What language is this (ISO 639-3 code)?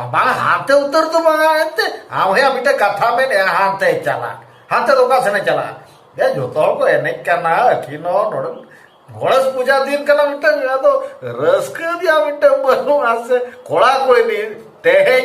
sat